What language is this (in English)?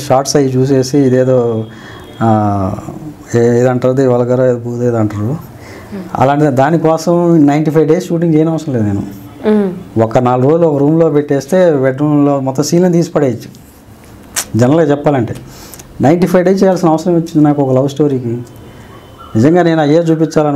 Telugu